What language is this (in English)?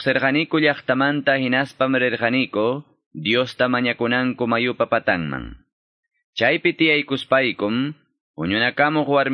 Quechua